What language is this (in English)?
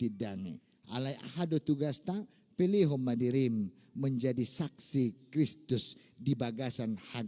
Batak Toba